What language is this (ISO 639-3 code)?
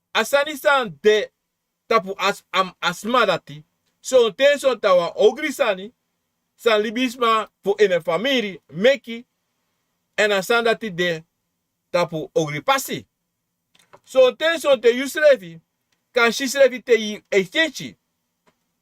srn